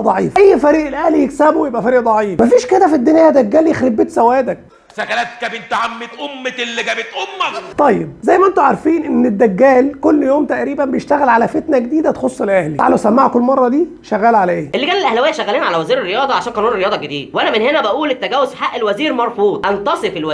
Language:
Egyptian Arabic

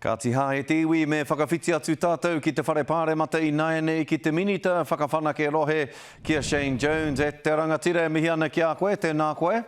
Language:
Māori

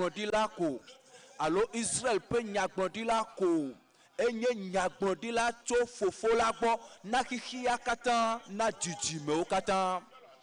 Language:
Ewe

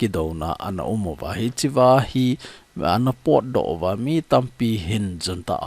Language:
Thado Chin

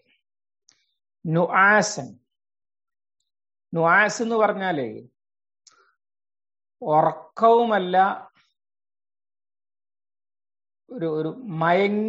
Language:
Malayalam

